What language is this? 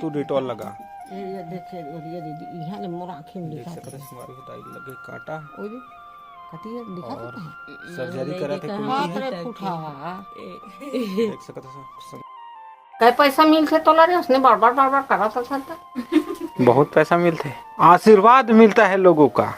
Chhattisgarhi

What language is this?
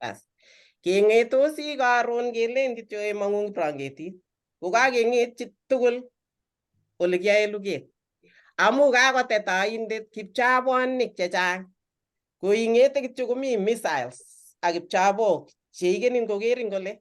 Kalenjin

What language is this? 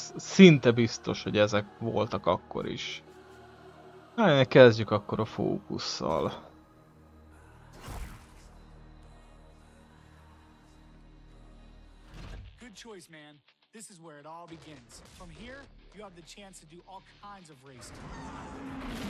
Hungarian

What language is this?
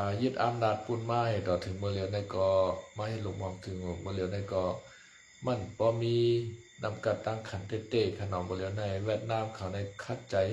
Shan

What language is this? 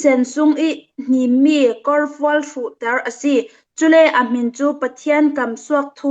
Falam Chin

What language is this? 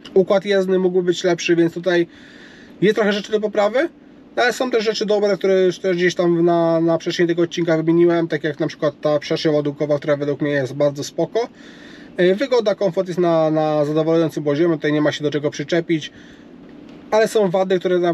Polish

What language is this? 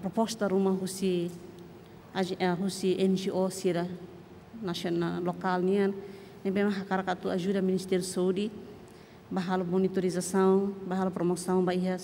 Tetum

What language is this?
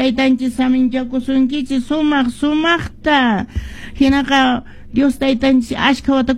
Quechua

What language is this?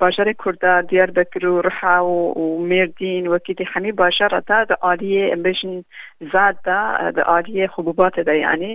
Kurdish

